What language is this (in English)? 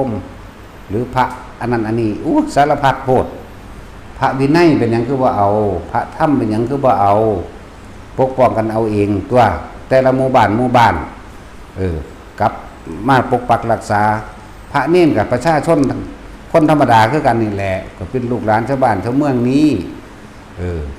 Lao